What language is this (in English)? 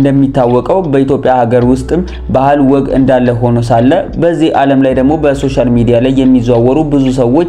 Amharic